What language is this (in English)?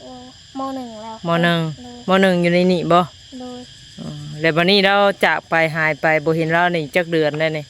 Northeastern Thai